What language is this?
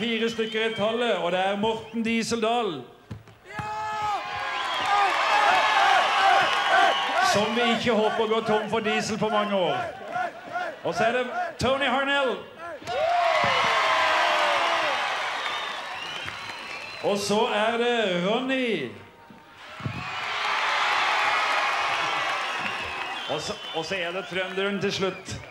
Norwegian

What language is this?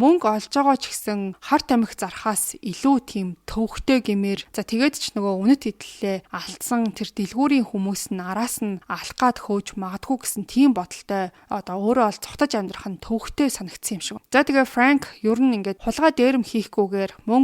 Mongolian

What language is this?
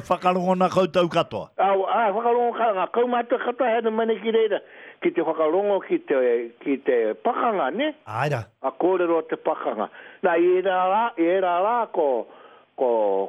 Māori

